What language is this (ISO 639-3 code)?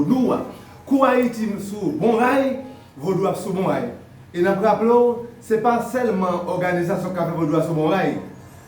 hat